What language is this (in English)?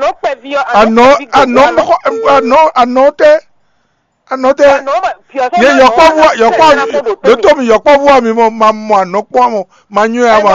Fon